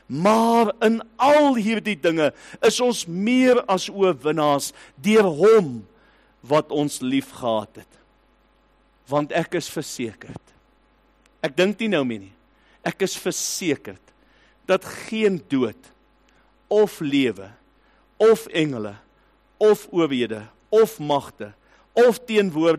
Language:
Afrikaans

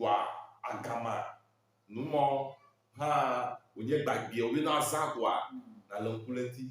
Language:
Ewe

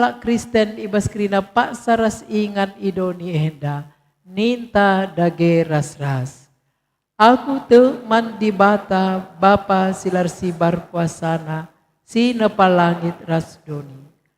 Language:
Batak Karo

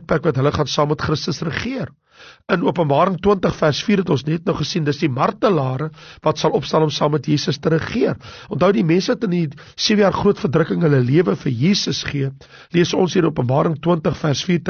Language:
Afrikaans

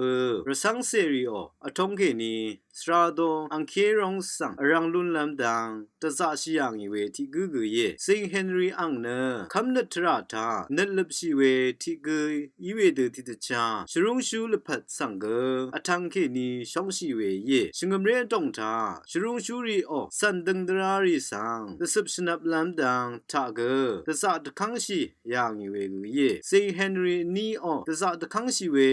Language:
Rawang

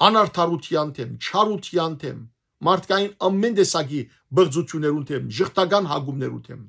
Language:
Western Armenian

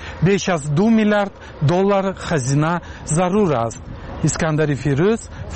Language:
Tajik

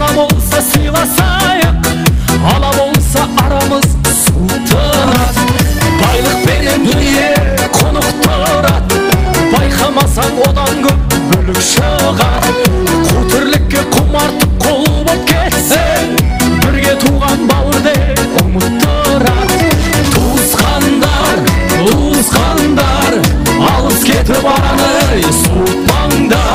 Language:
Kara-Kalpak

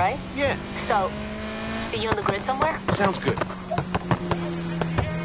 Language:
English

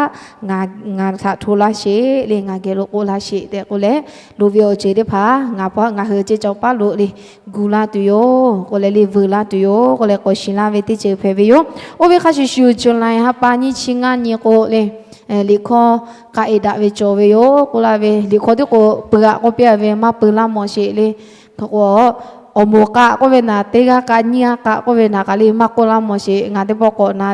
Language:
Lahu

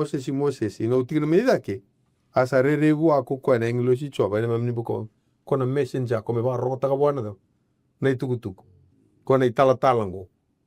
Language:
Fijian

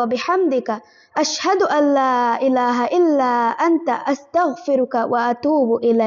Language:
Divehi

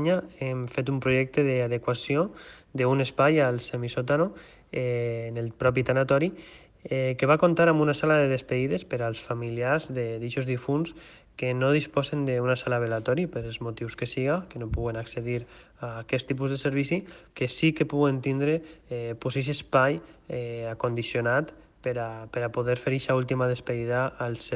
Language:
Catalan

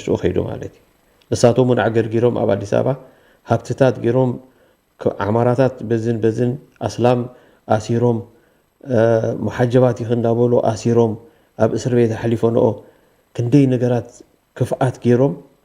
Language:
Tigrinya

